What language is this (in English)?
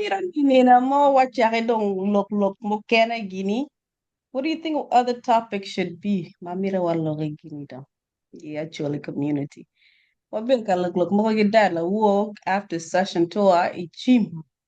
Acoli